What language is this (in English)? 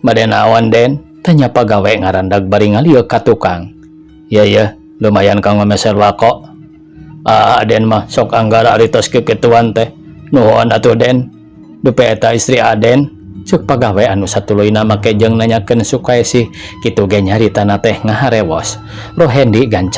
Sundanese